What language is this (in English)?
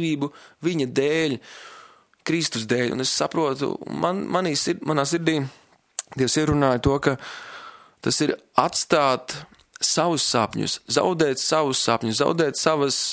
Latvian